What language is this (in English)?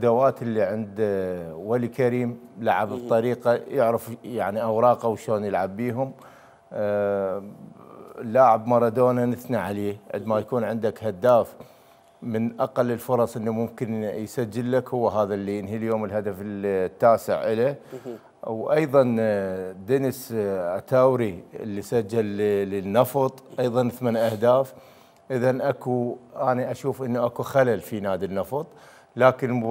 Mesopotamian Arabic